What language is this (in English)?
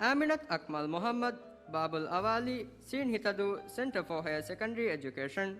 Divehi